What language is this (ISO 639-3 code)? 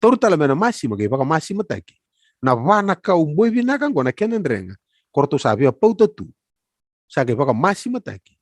fij